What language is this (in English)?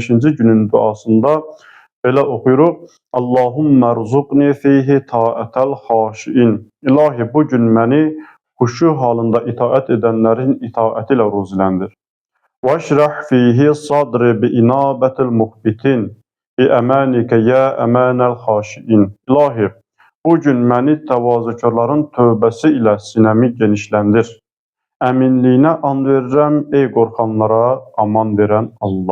Azerbaijani